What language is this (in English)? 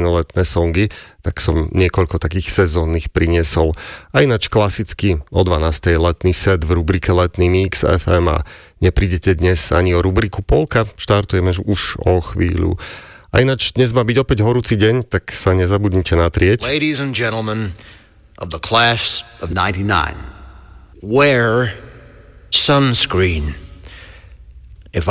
Slovak